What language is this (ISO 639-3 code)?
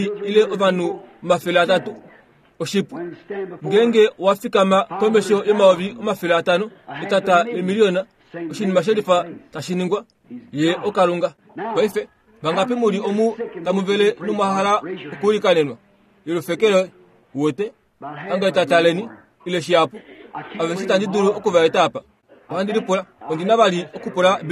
kua